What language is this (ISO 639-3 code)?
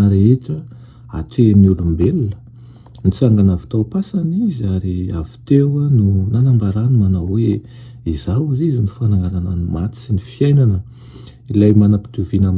mlg